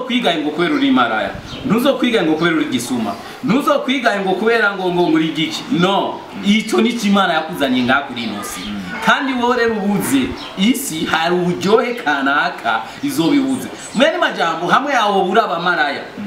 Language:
Rundi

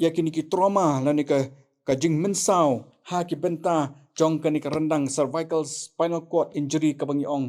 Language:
Khasi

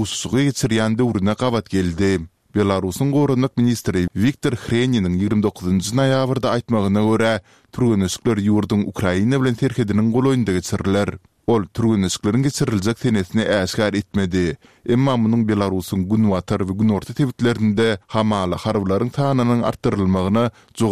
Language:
Turkmen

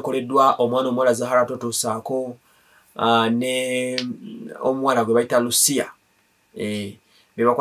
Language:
Ganda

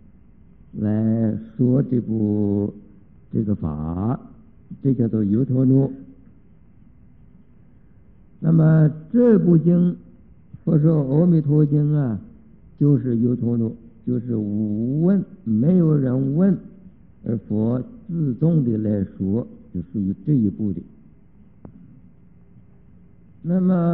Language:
Chinese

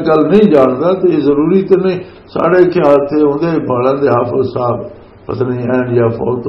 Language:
Western Panjabi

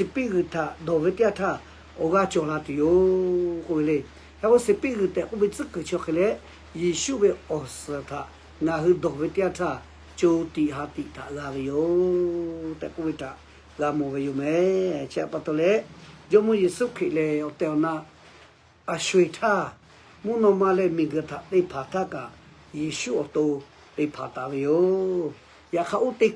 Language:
Lahu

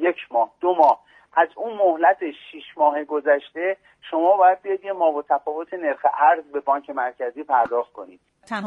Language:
Persian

